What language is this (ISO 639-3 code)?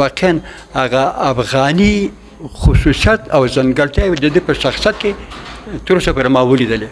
pus